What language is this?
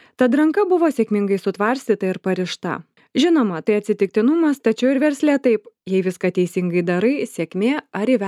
Lithuanian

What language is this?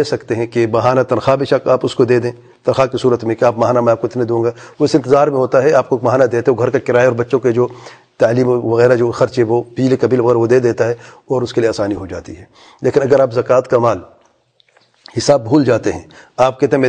Urdu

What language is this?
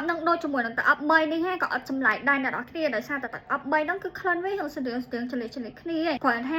Khmer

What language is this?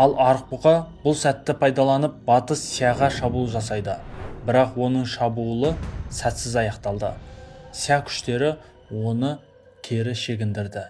Kazakh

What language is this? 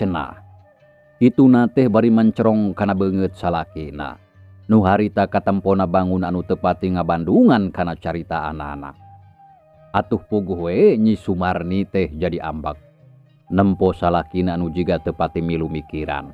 Sundanese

